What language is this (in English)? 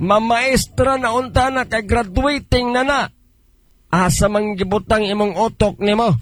Cebuano